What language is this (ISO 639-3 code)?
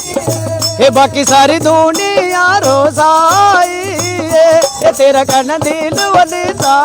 doi